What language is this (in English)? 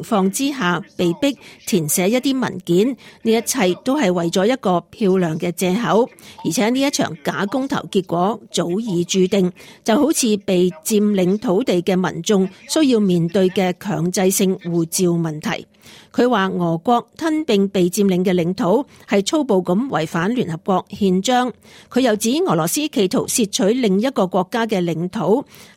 Cantonese